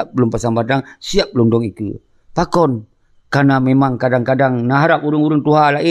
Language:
Achinese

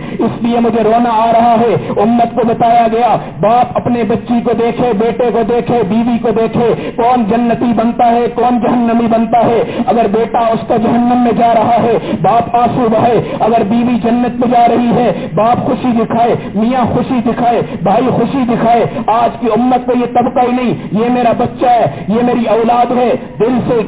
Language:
Urdu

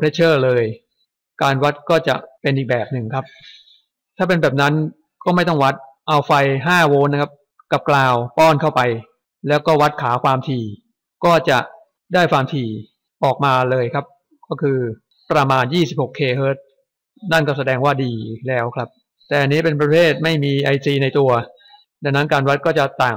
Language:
Thai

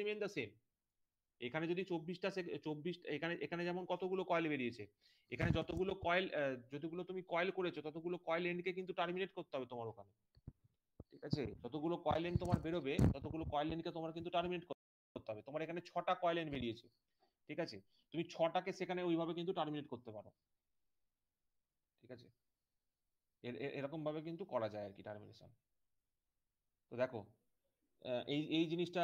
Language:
Bangla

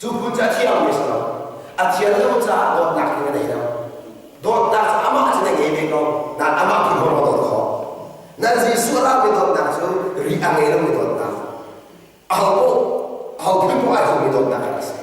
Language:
Hakha Chin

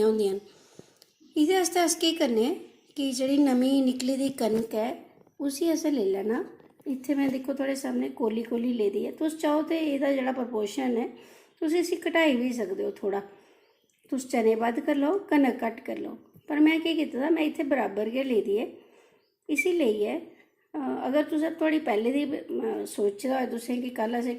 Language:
Dogri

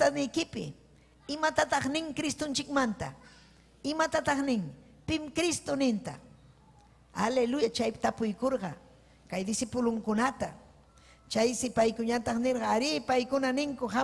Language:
Ayacucho Quechua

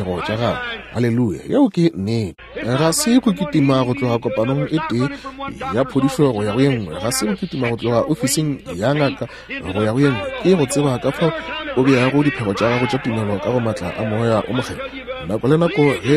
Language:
Northern Sotho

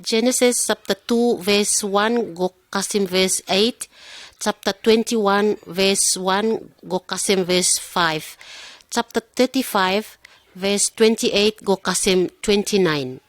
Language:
Pijin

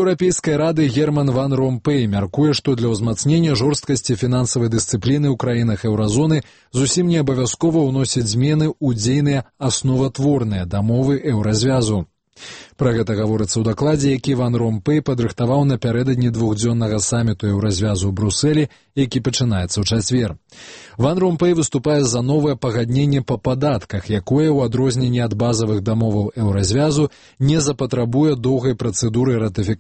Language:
Belarusian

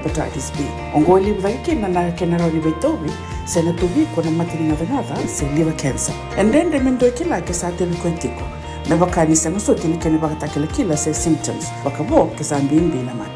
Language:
Fijian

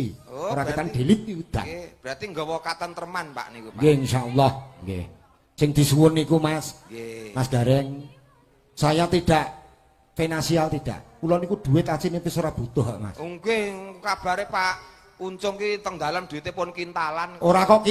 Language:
Javanese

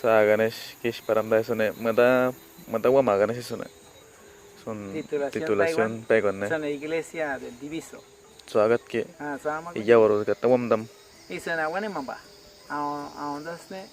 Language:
Awa-Cuaiquer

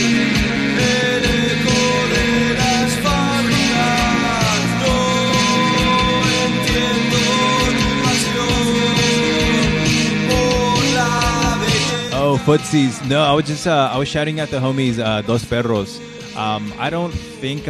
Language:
English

